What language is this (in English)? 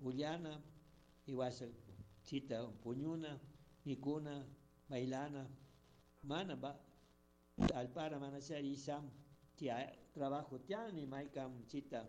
Chimborazo Highland Quichua